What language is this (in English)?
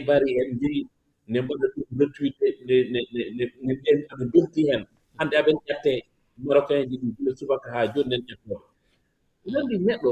Fula